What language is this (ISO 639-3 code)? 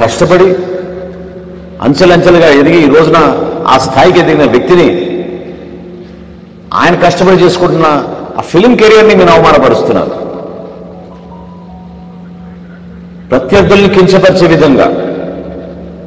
tel